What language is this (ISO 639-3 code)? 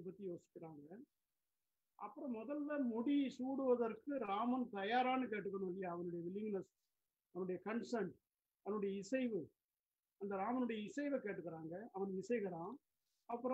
tam